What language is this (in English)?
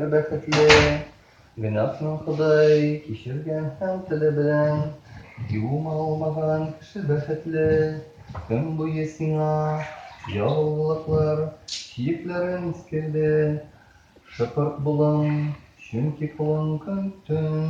Tatar